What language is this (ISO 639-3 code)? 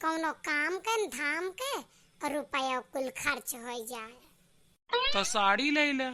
awa